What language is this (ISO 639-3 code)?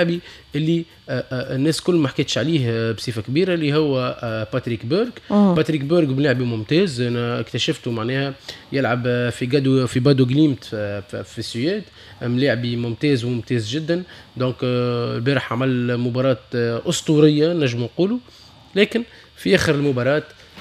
aeb